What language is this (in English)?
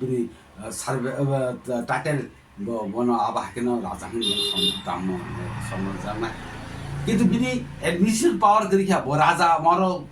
Kok Borok